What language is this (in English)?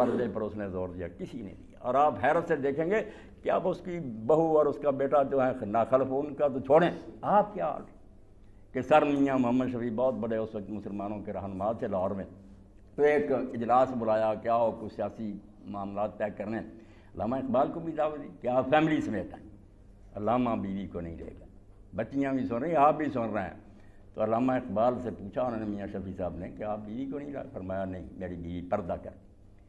Urdu